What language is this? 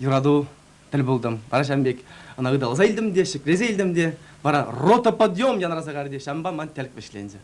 Chuvash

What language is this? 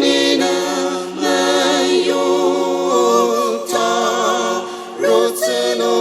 Ao Naga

